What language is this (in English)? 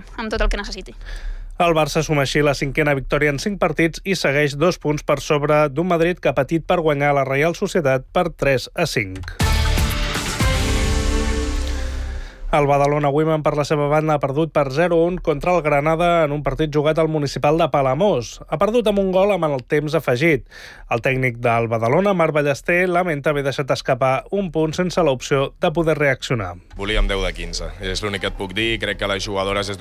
Catalan